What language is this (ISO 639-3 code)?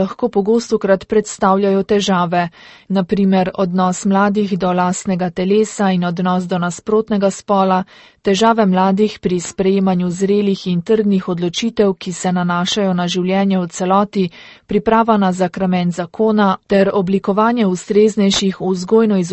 slv